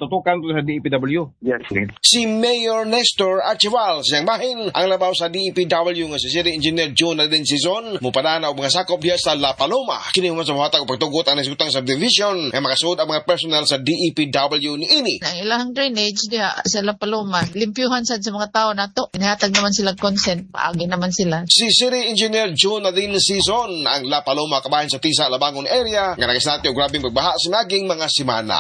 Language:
Cebuano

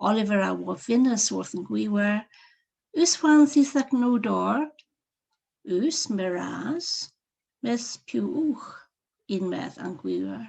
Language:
Cornish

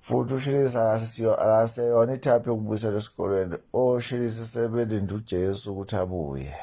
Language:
Zulu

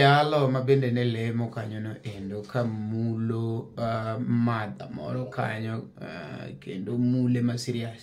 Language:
Luo (Kenya and Tanzania)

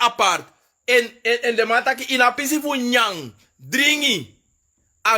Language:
Sranan Tongo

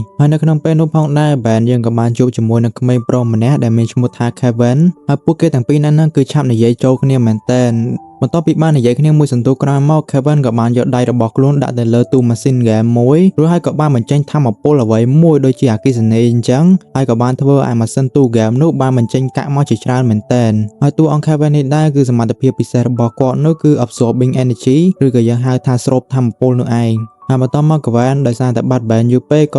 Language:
Khmer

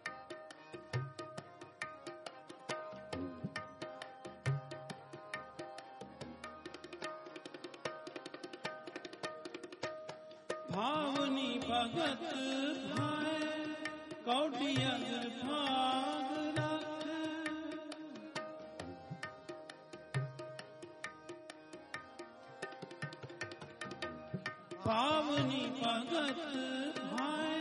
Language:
Punjabi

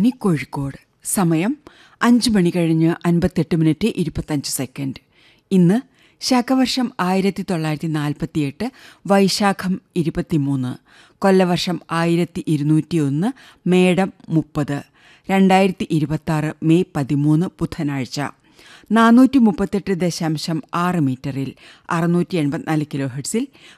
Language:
Malayalam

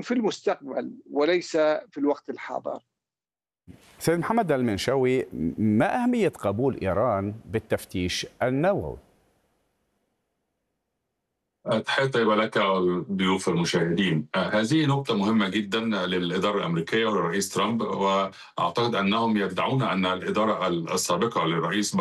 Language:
Arabic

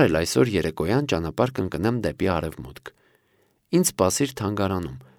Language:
Armenian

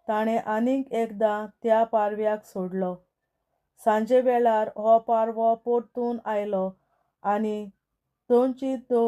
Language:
Konkani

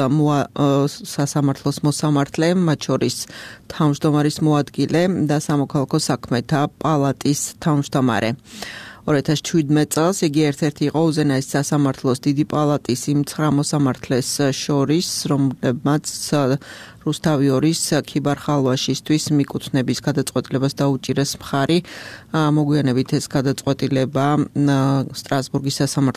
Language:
Georgian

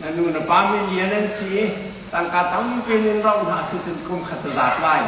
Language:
Hakha Chin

